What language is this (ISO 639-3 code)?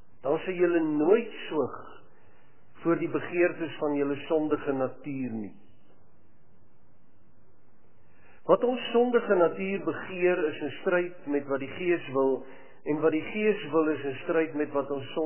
afr